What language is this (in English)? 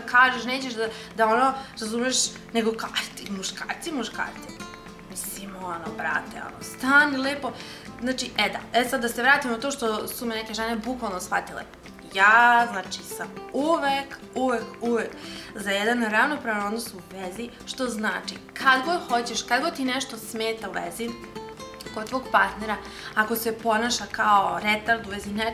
Serbian